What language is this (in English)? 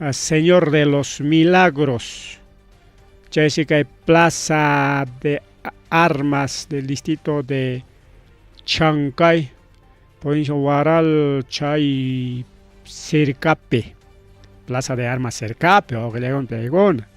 Ayacucho Quechua